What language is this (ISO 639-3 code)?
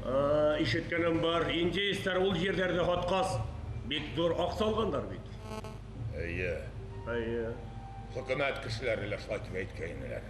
bak